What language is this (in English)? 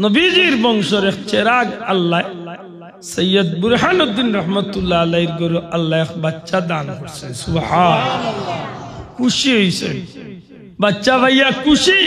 Sylheti